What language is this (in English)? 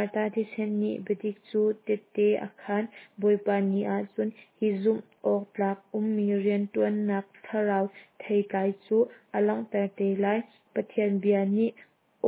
Hakha Chin